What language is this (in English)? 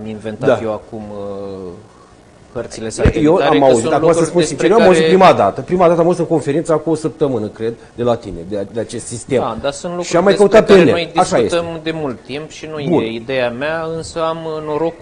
Romanian